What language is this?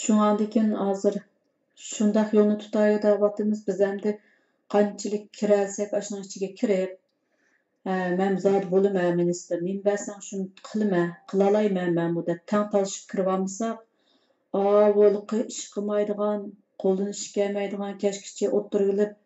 Uyghur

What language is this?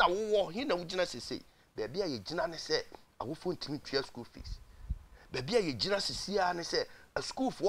Akan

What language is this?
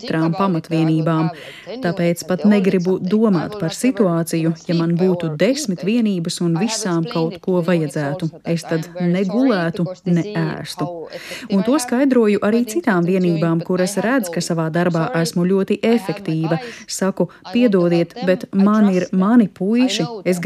Latvian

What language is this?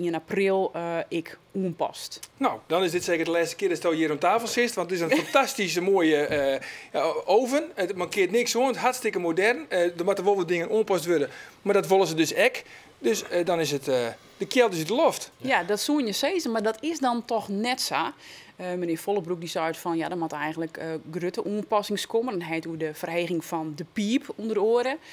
Western Frisian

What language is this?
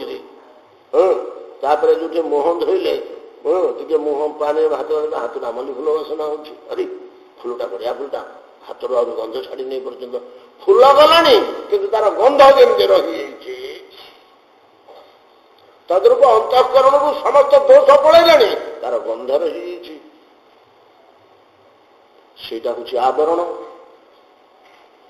Odia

